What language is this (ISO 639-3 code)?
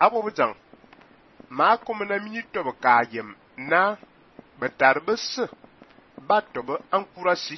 fan